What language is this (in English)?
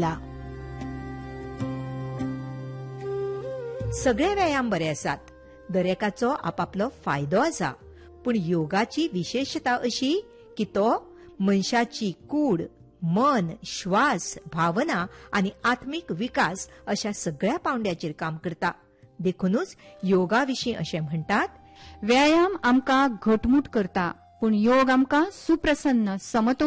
Konkani